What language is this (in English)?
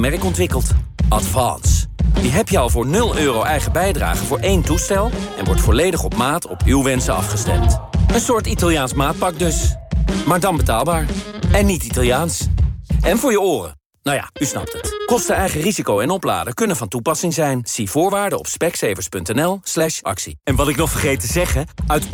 Dutch